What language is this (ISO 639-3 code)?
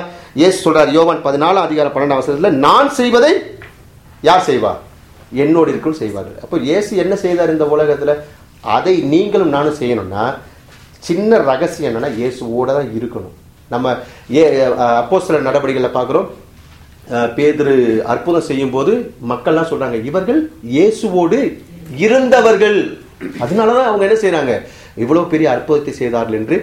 tam